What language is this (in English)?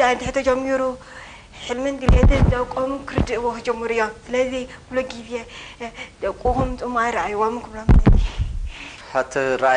Tigrinya